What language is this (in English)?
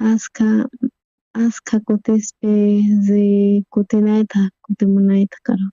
South Bolivian Quechua